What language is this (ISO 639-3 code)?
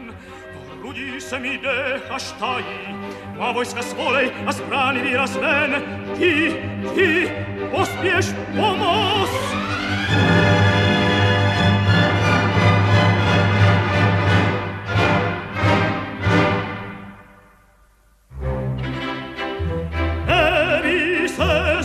ces